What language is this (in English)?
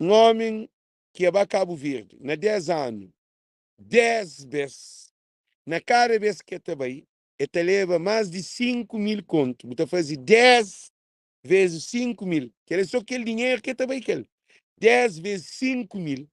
Kabuverdianu